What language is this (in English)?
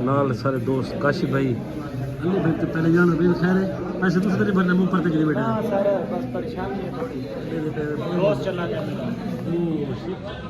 Saraiki